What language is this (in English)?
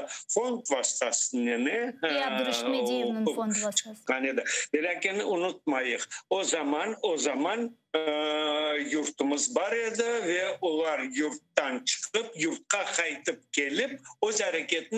Crimean Tatar